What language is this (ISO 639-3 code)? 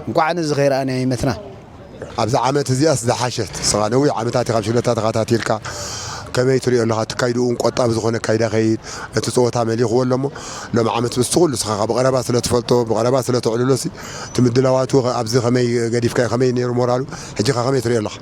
tir